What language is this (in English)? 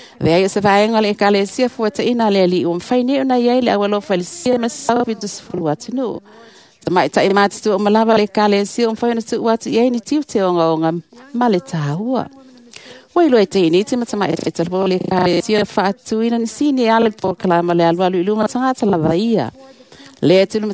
Samoan